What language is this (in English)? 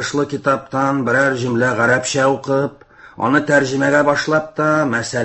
Tatar